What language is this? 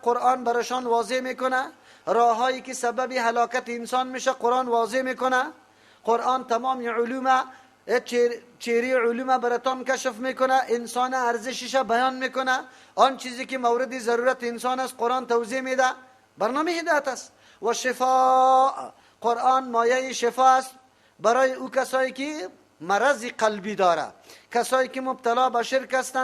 Persian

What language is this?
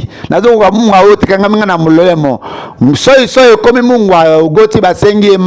Lingala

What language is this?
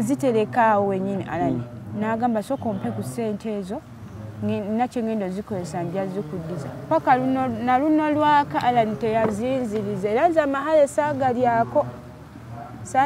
Ganda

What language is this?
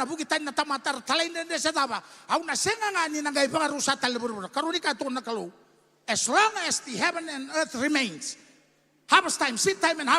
Fijian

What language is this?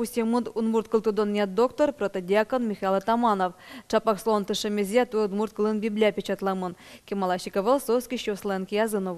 Udmurt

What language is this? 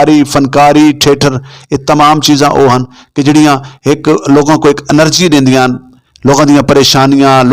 Saraiki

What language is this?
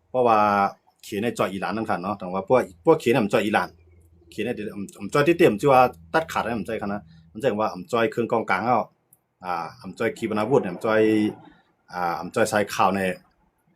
Shan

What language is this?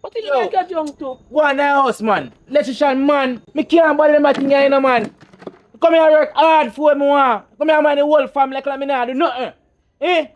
Jamaican Creole English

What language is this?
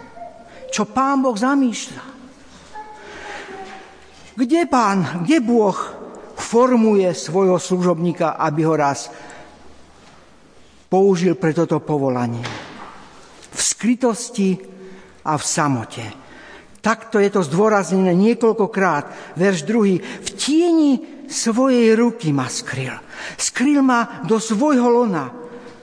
Slovak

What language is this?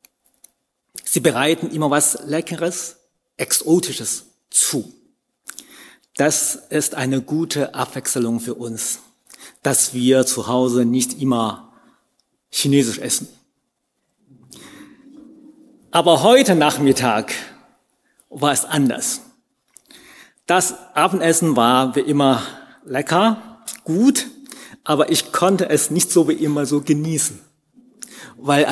German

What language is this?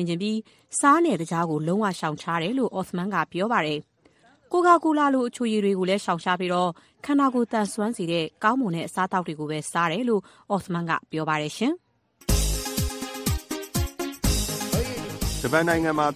Burmese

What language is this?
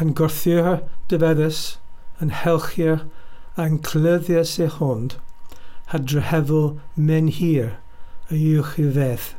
Welsh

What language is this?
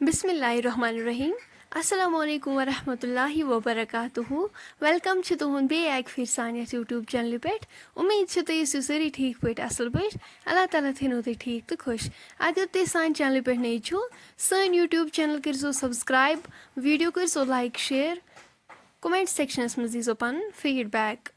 Kashmiri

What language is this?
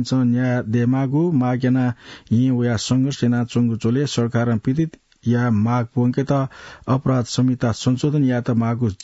Newari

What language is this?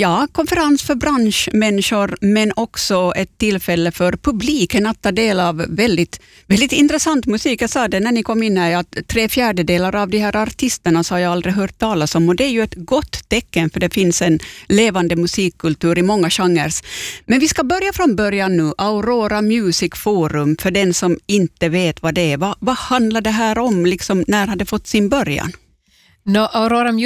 Swedish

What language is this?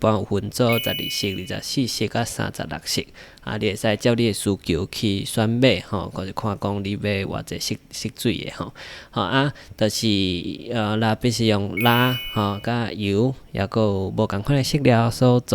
Min Nan Chinese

